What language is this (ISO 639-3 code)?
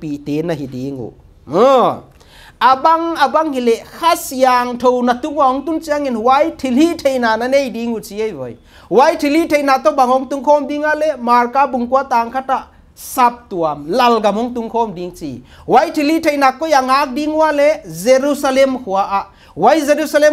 pck